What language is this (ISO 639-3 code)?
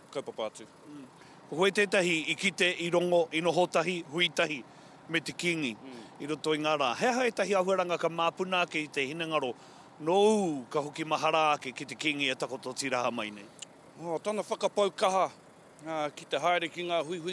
mri